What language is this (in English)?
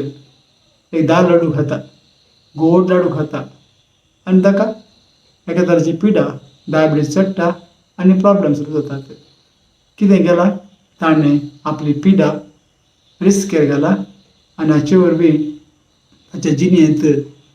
Konkani